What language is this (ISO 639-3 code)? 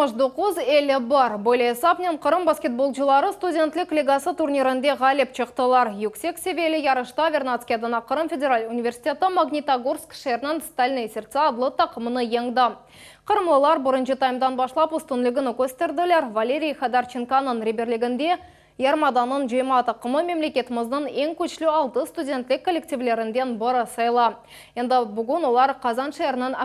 crh